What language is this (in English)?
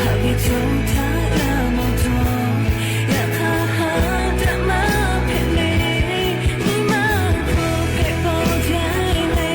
Lahu